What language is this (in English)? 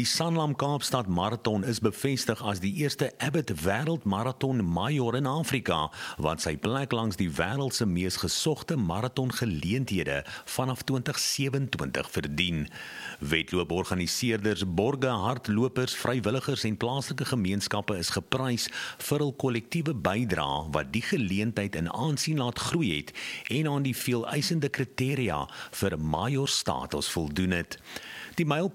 Afrikaans